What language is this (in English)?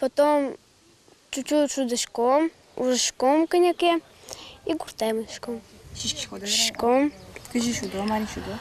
Udmurt